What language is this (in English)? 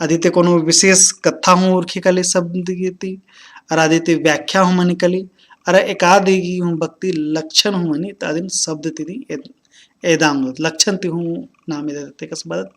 Kurukh